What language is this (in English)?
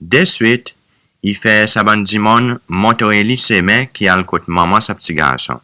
Seselwa Creole French